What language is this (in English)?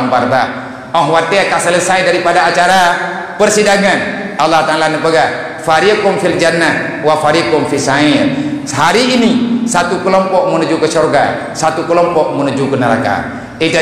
Achinese